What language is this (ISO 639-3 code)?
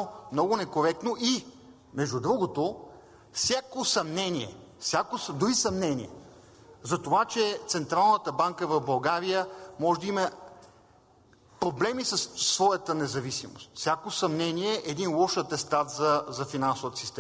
bul